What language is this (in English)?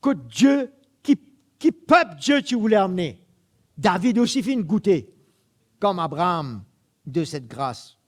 Morisyen